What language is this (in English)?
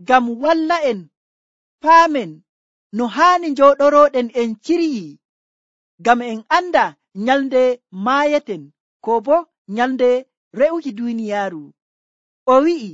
Nigerian Fulfulde